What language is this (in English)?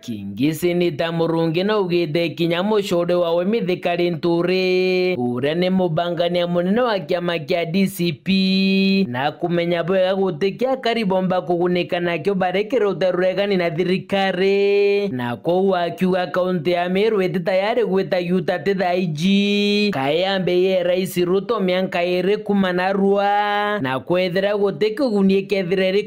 Meru